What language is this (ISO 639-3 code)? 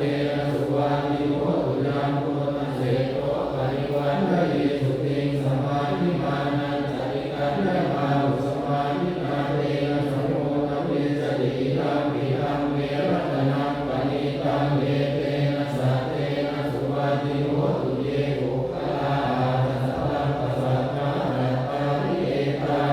pli